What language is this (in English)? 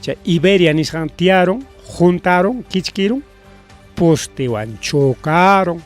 Ayacucho Quechua